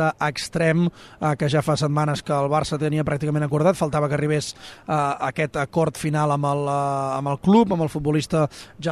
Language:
Catalan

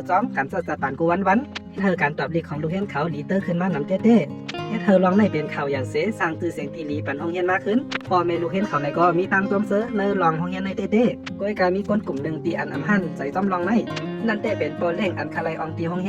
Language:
Shan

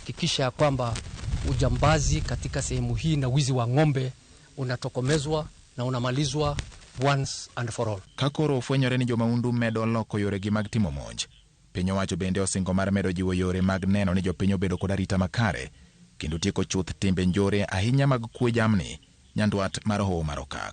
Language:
Luo (Kenya and Tanzania)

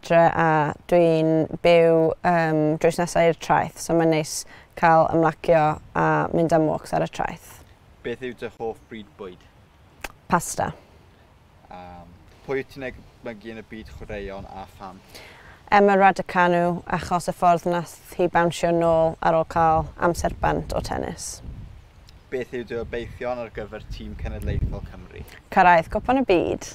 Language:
Welsh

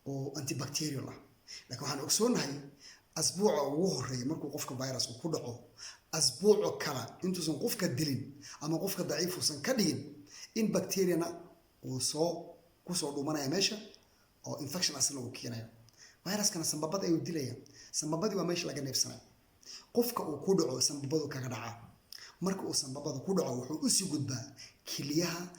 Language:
Somali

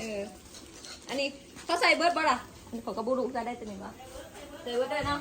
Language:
Northeastern Thai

